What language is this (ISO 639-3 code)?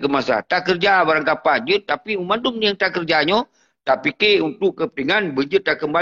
ace